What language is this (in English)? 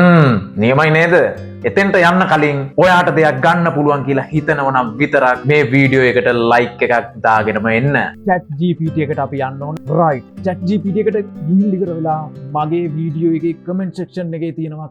Sinhala